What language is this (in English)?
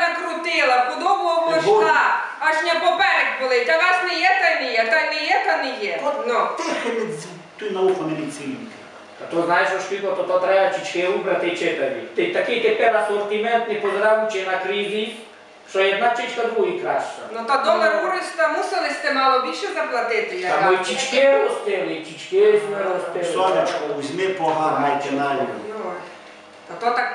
Rusyn